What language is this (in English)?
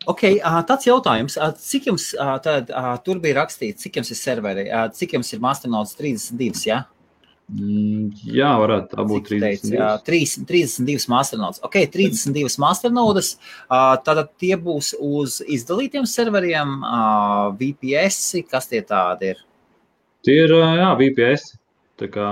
Latvian